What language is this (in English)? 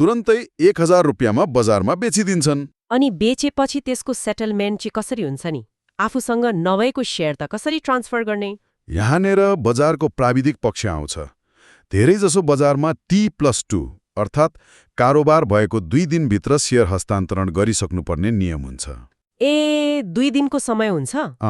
Nepali